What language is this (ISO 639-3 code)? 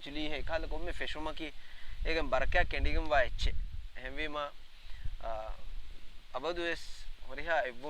div